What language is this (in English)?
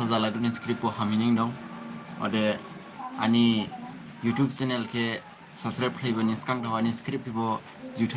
Dimasa